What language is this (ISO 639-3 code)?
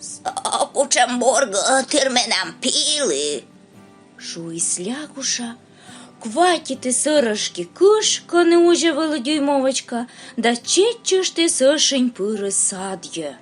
kom